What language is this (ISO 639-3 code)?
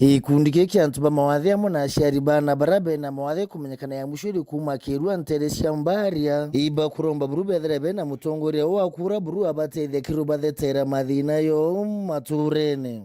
mer